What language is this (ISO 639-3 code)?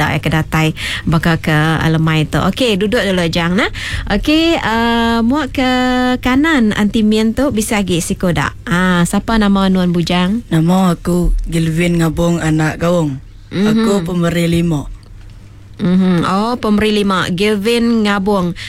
iba